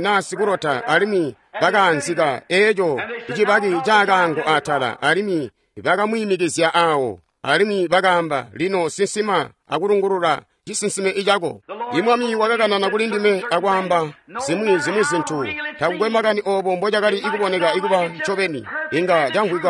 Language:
Tonga (Zambia)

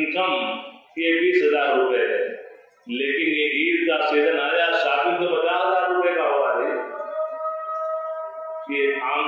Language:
Urdu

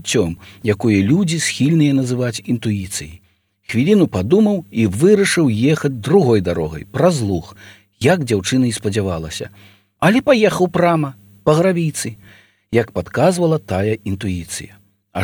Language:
Belarusian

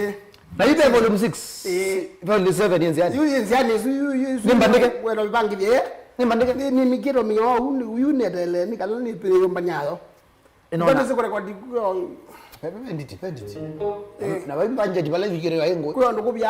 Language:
Kamba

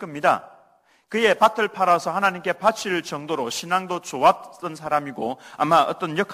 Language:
Korean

